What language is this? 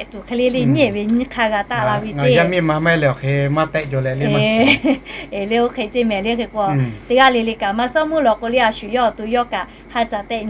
Lahu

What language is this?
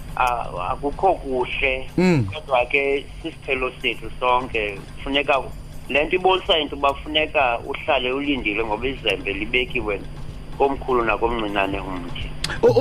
Xhosa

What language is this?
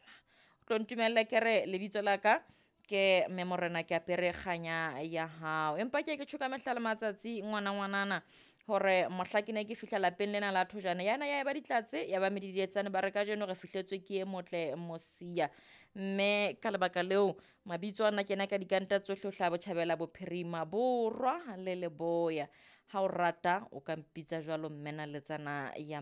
Southern Sotho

